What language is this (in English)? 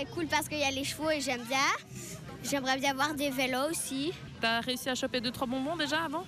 French